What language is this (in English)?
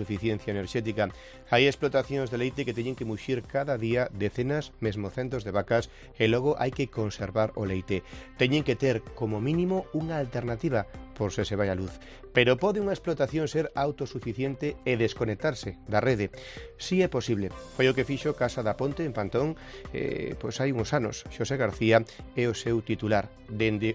Galician